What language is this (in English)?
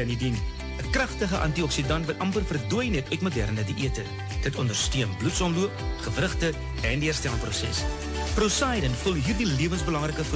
Afrikaans